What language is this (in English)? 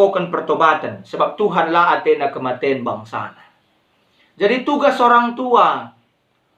Batak Karo